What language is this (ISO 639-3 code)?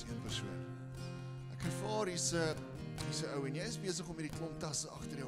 afr